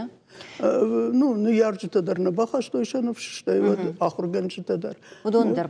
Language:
Ossetic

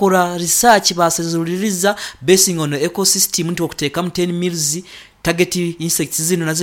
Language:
Nyoro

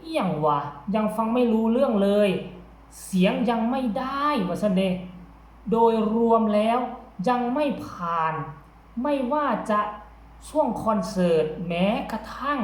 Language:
Northeastern Thai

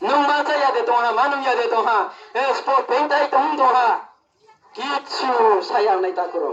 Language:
Riang (India)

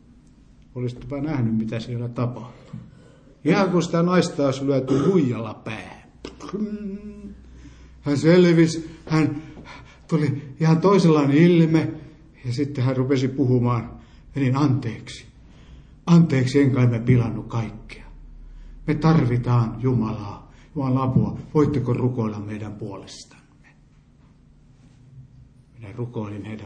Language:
Finnish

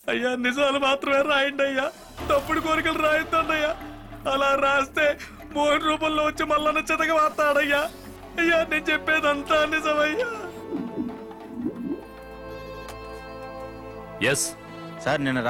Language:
Telugu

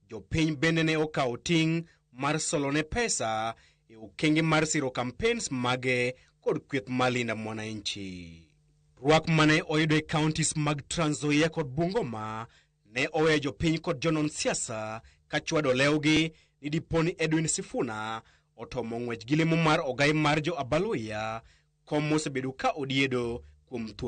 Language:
Luo (Kenya and Tanzania)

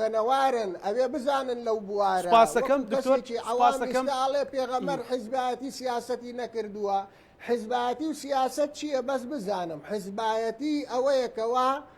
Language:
Central Kurdish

